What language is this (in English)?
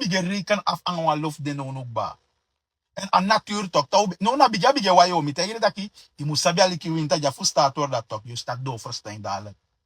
Sranan Tongo